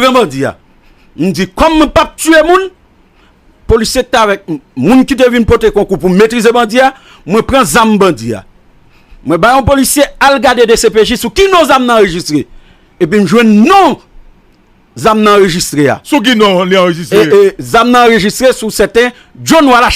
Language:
Haitian Creole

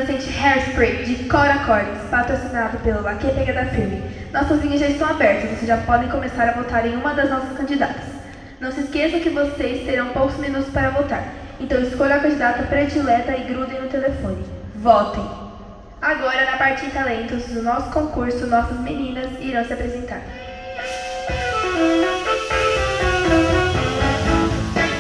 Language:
Portuguese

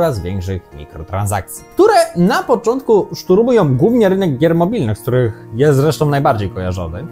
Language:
Polish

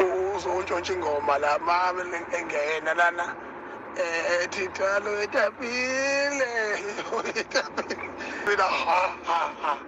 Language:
Zulu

